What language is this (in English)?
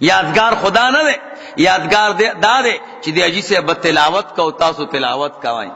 Pashto